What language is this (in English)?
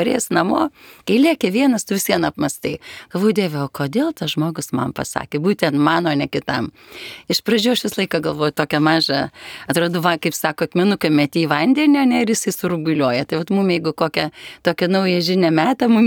Lithuanian